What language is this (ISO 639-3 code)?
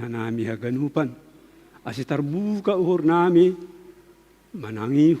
bts